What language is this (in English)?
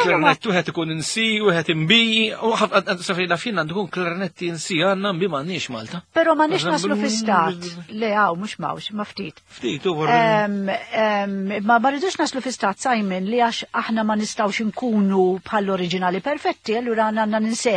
Maltese